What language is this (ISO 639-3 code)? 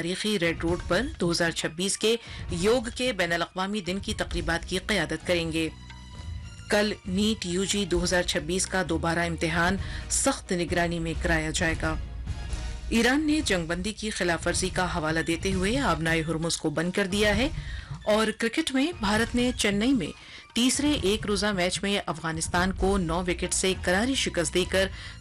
urd